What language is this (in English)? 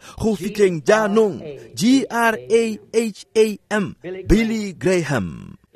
Tswana